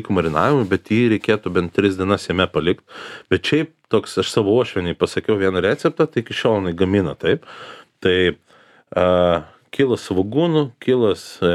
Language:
Lithuanian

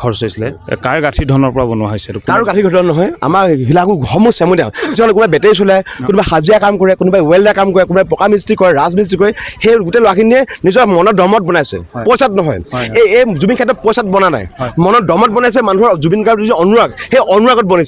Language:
Assamese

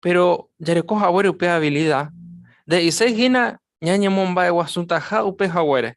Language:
Guarani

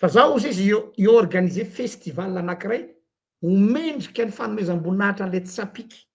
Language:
Malagasy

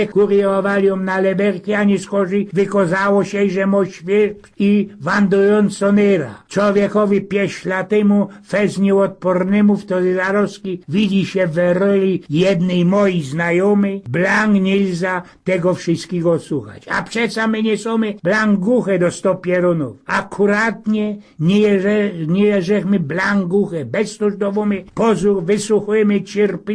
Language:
Silesian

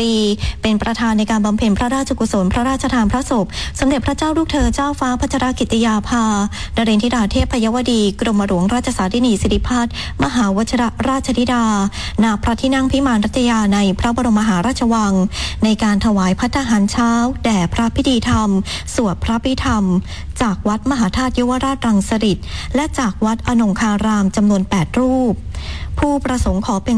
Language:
Thai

